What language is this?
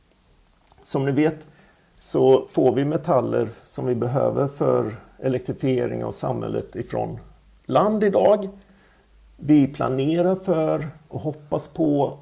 Swedish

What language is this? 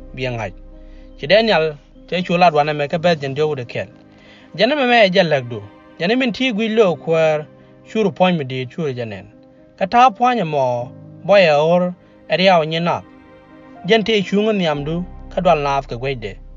Nuer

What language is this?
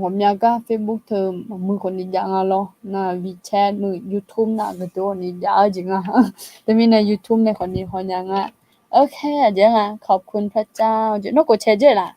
Akha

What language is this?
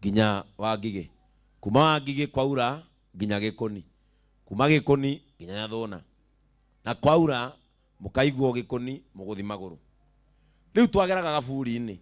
Kikuyu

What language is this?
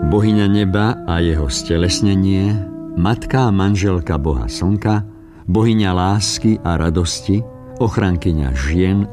Slovak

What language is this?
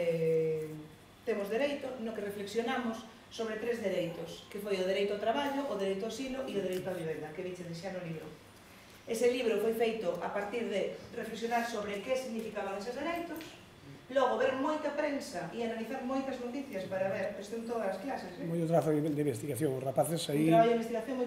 Galician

